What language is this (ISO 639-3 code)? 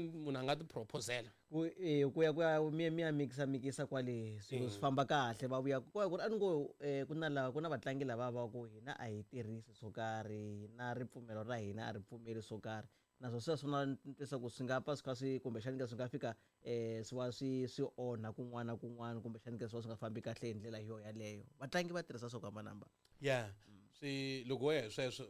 tso